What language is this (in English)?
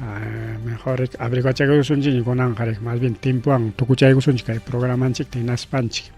Ayacucho Quechua